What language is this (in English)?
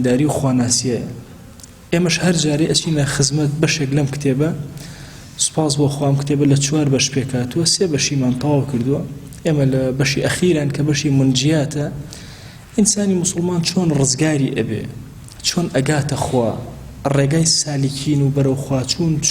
Central Kurdish